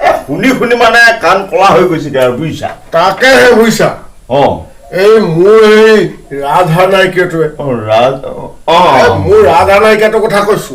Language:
Assamese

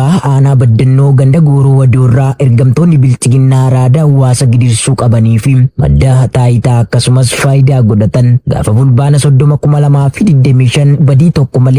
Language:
Oromo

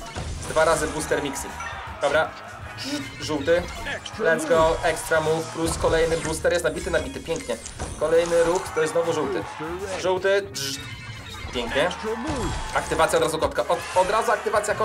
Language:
Polish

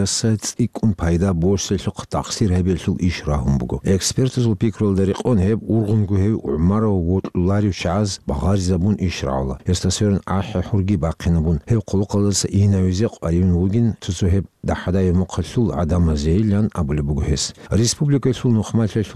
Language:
Avaric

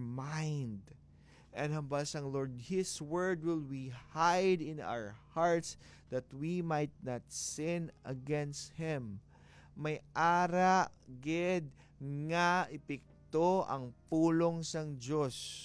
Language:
Hiligaynon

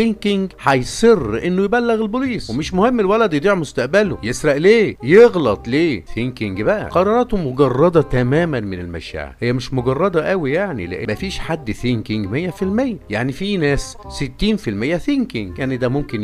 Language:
Egyptian Arabic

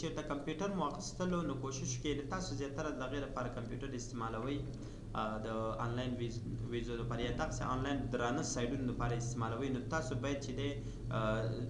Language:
Pashto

